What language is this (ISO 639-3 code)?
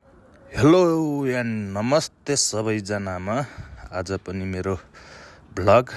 nep